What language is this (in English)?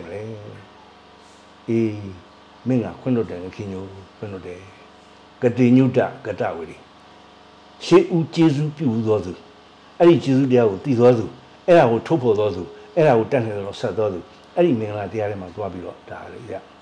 Burmese